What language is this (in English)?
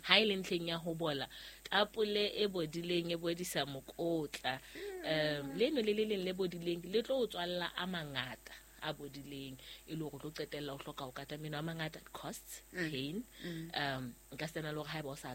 Southern Sotho